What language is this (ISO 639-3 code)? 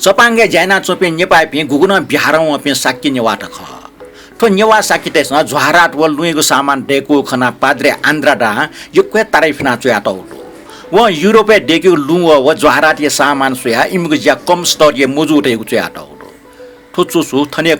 new